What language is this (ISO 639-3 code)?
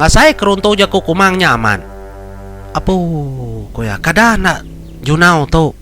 iba